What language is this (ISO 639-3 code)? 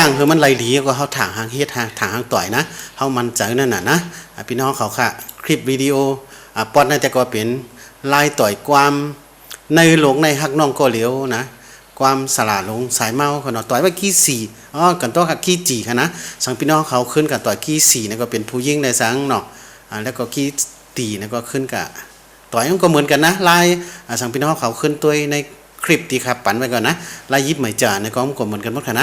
shn